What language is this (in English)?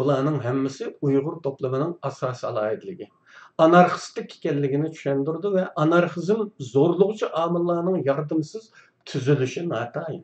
Uyghur